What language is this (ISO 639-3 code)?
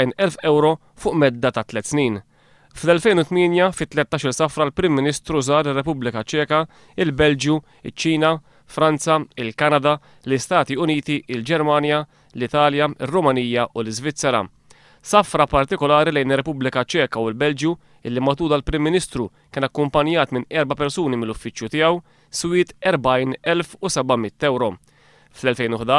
mlt